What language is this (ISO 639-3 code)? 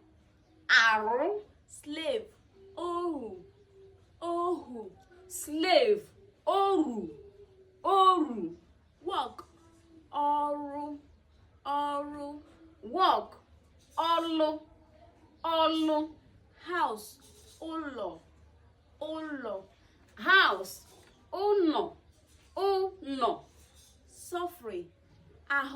ibo